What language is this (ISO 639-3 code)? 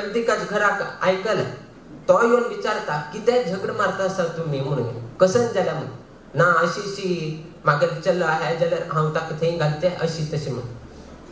kok